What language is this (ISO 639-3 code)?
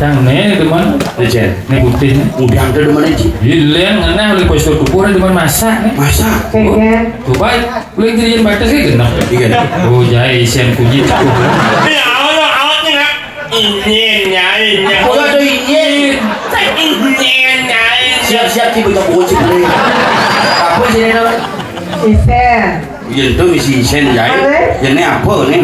ban